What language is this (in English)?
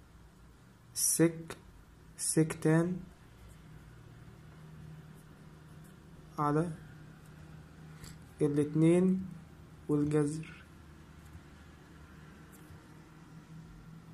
Egyptian Arabic